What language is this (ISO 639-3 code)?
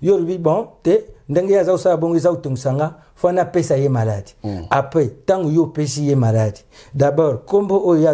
lin